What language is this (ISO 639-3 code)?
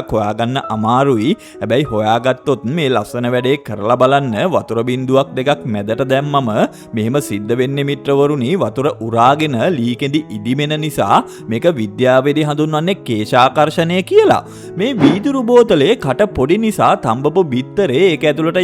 sin